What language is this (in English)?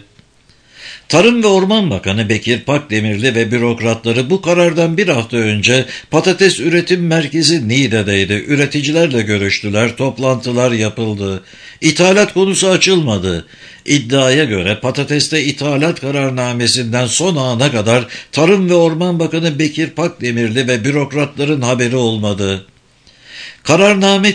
Turkish